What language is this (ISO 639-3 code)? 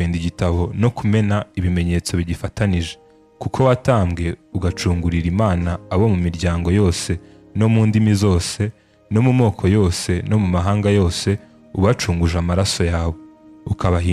kin